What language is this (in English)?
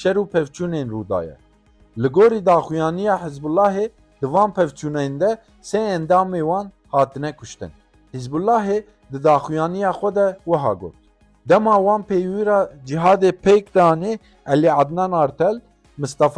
Kurdish